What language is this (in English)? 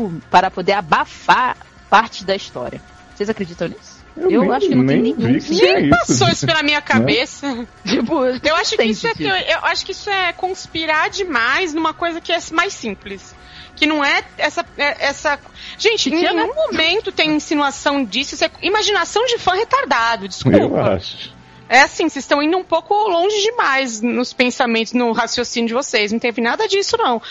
Portuguese